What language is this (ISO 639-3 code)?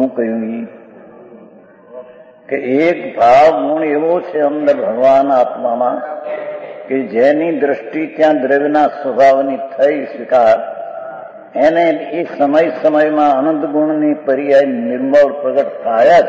guj